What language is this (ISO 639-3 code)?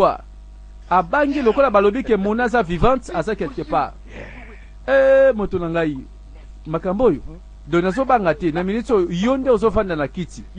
lin